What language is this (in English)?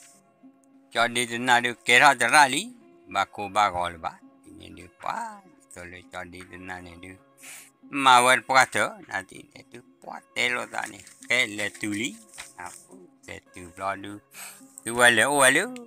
S'gaw Karen